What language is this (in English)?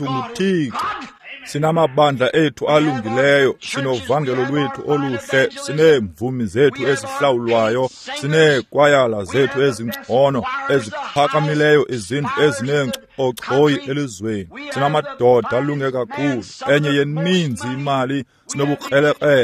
Xhosa